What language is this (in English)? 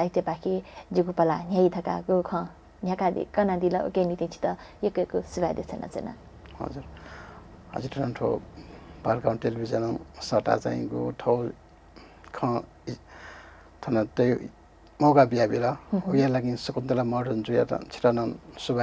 Newari